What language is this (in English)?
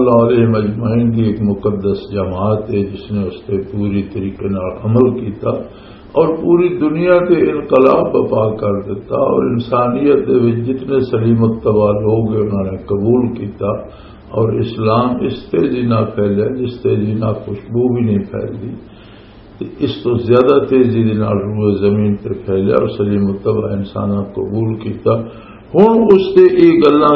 Western Panjabi